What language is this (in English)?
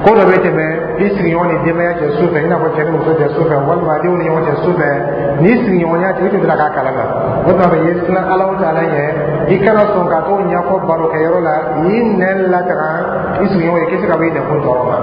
Dyula